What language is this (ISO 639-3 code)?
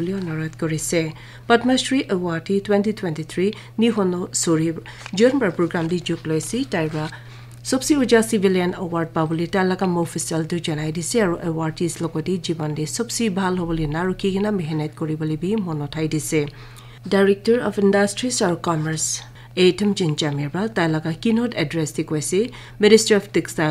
nag